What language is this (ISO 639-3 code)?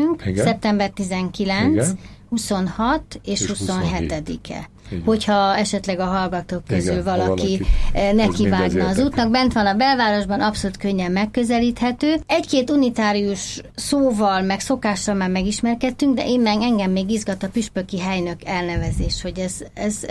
hun